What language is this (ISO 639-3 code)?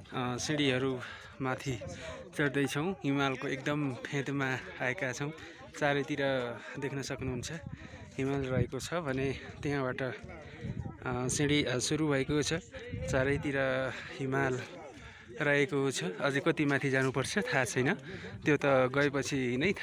nep